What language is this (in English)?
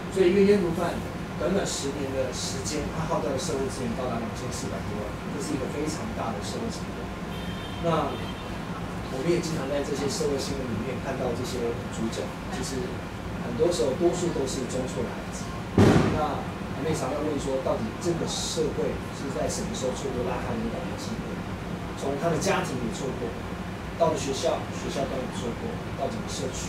Chinese